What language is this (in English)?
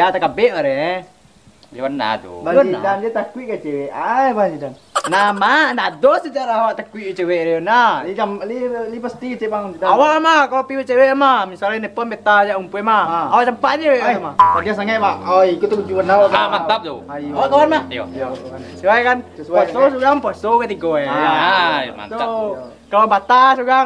Minangkabau